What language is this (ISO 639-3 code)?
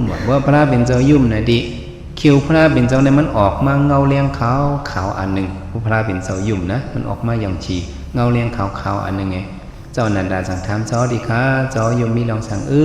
shn